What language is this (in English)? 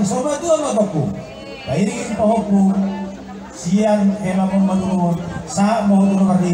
Batak Toba